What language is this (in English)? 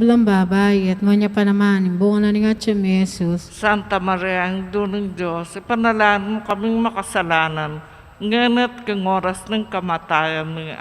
Pampanga